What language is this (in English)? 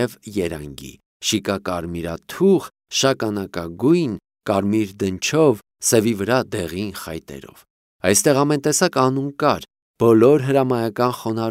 Armenian